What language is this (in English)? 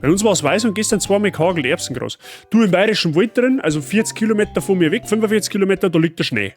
Bavarian